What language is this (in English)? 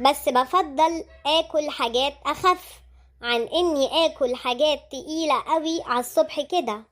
Egyptian Arabic